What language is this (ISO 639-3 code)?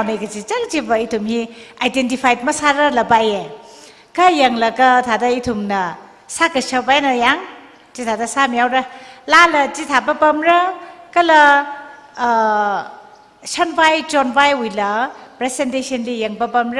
nmf